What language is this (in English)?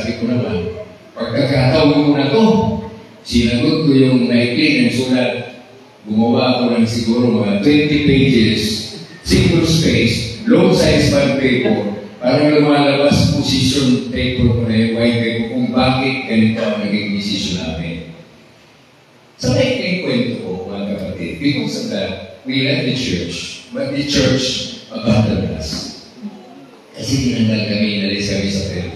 Filipino